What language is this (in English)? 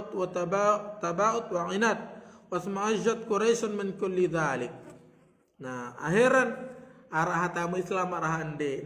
Sasak